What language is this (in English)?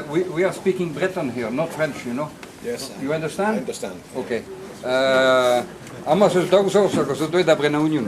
Breton